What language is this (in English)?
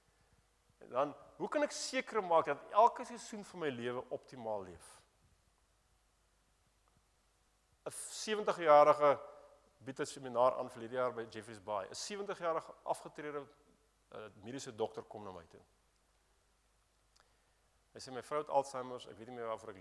Afrikaans